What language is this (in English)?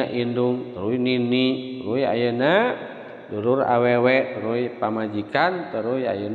Sundanese